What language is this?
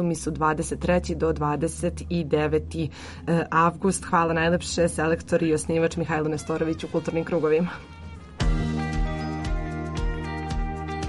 Serbian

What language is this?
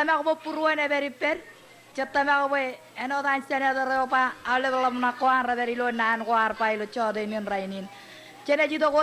Marshallese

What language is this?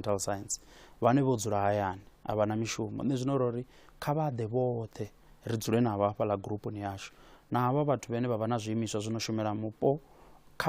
Venda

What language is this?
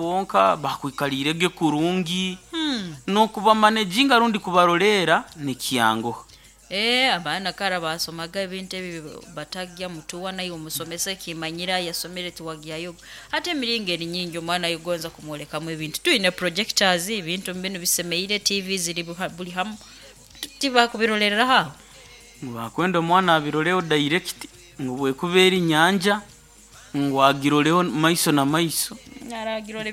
Nyoro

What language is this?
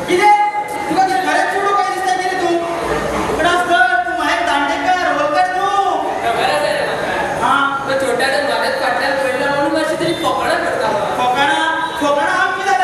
Konkani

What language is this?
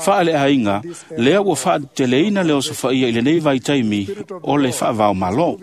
Samoan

